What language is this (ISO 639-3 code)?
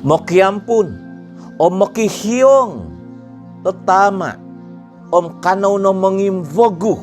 dtp